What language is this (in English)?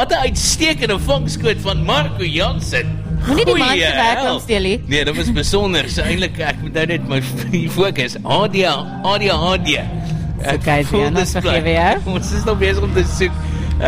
Afrikaans